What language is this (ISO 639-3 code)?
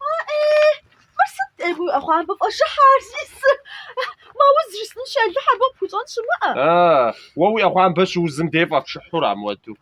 kbd